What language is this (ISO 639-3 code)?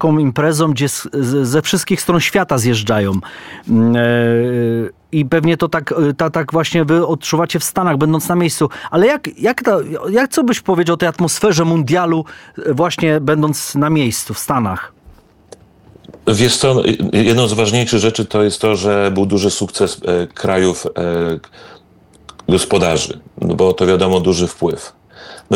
pol